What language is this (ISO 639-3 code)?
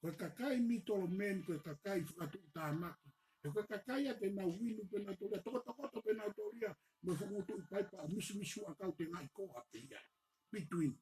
ton